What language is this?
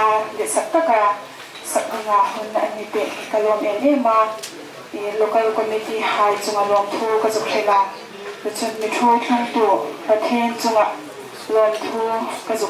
Hmar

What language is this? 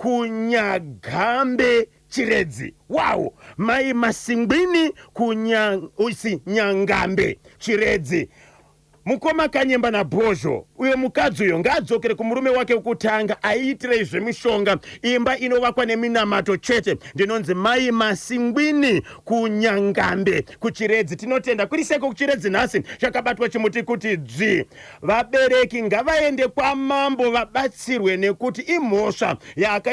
Shona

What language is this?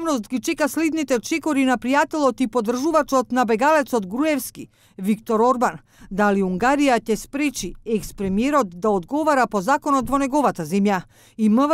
Macedonian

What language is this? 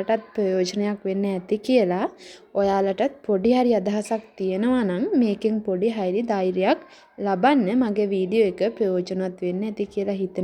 Sinhala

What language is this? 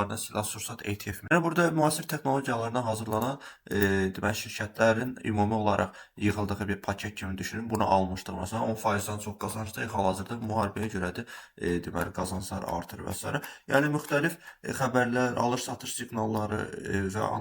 Azerbaijani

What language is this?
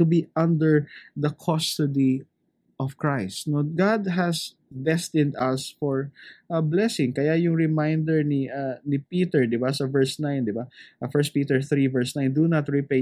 Filipino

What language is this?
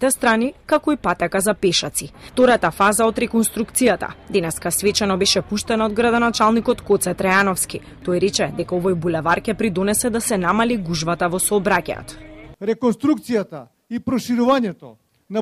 Macedonian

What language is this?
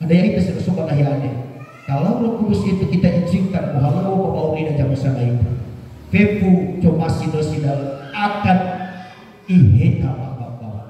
Nias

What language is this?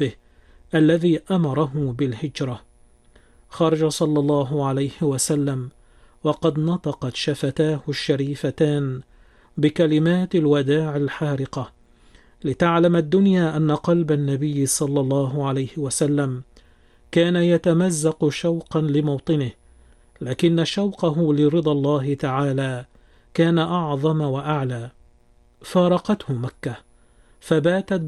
Arabic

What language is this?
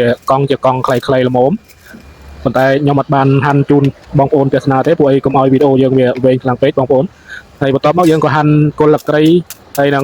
Khmer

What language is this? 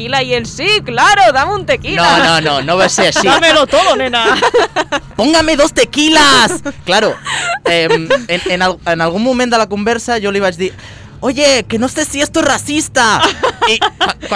Catalan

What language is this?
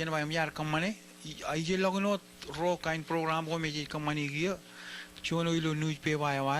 Marshallese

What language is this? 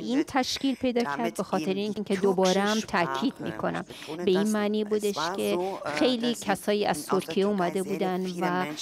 Persian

